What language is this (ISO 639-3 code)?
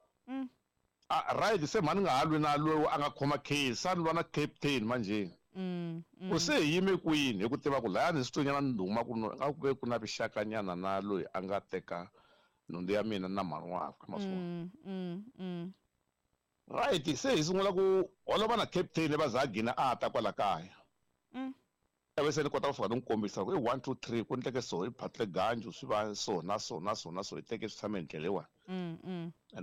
tso